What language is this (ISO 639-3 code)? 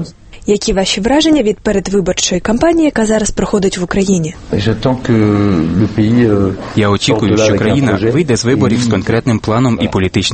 ukr